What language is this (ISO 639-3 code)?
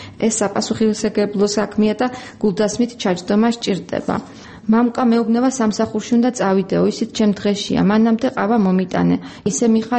kat